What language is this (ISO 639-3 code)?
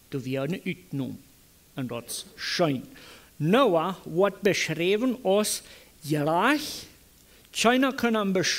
pdt